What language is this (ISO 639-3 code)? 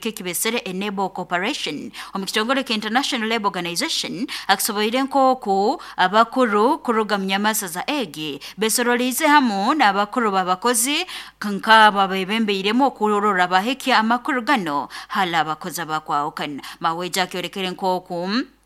nyo